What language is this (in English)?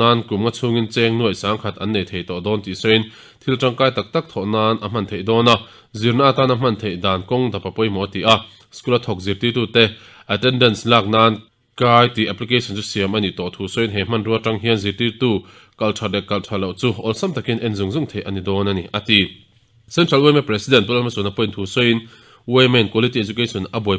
Mizo